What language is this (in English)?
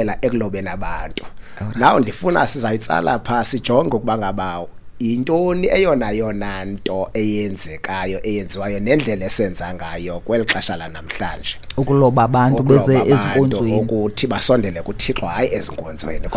Xhosa